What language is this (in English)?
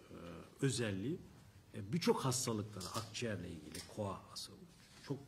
Turkish